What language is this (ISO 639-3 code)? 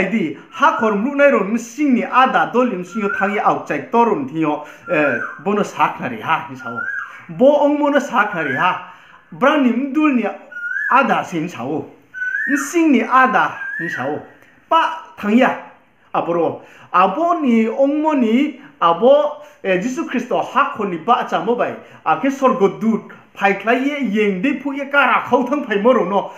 ria